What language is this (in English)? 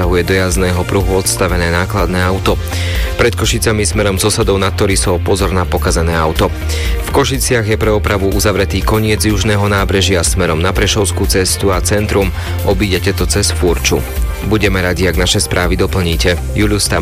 Slovak